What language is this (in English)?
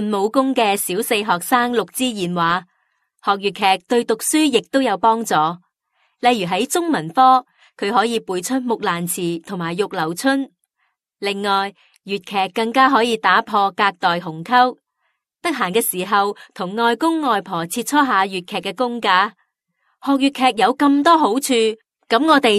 Cantonese